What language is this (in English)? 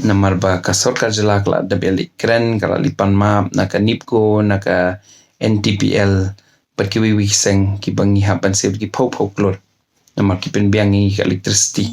Khasi